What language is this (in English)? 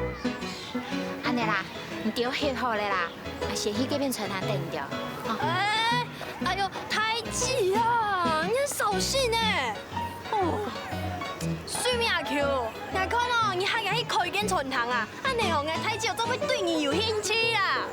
Hakka Chinese